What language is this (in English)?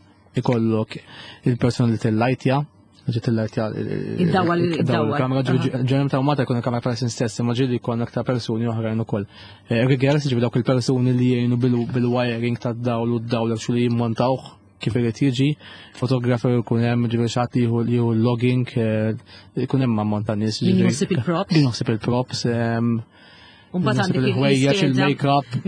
Maltese